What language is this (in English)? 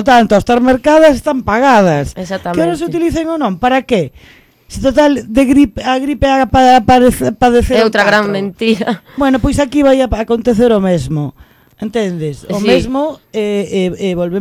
Galician